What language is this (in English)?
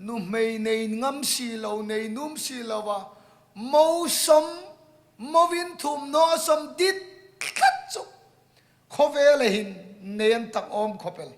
Hmar